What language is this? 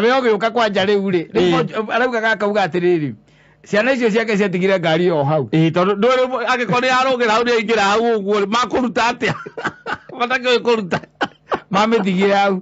Kikuyu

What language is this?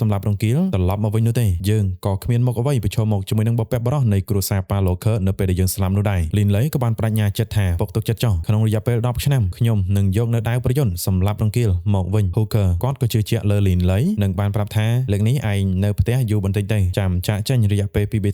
Khmer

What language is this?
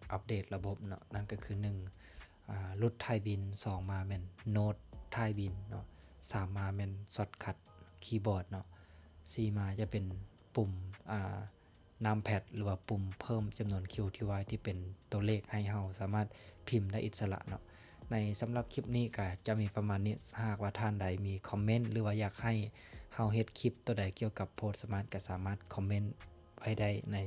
Lao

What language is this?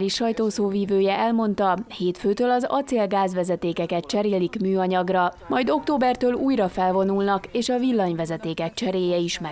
Hungarian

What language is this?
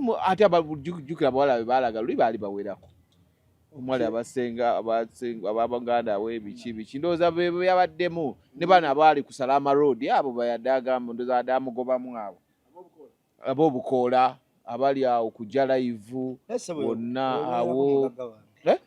Ganda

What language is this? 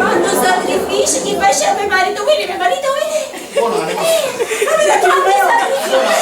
Sicilian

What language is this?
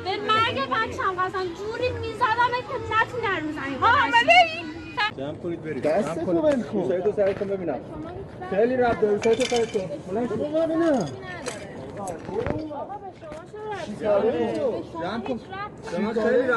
Persian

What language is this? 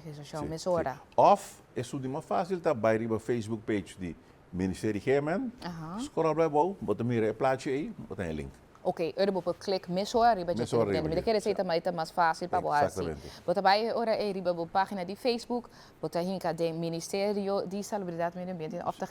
Papiamento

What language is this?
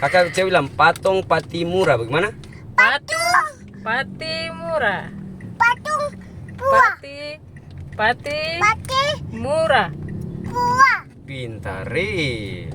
Ambonese Malay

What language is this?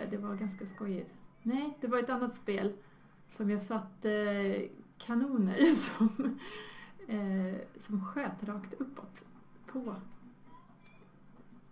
Swedish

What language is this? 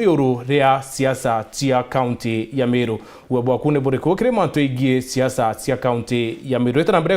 Meru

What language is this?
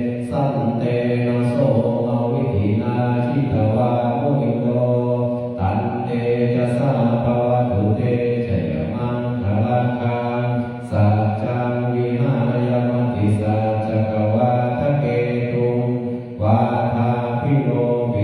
Pali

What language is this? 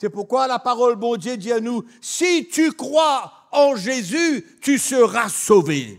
Morisyen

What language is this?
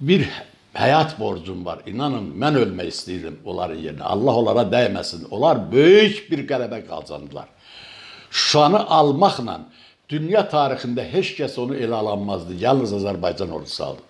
Azerbaijani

